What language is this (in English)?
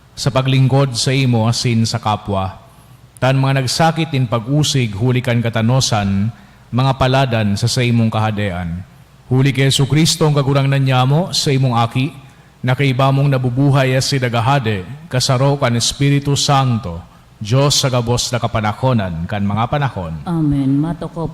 Bikol